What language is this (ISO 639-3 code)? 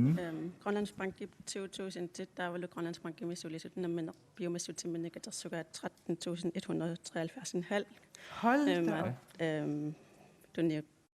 kal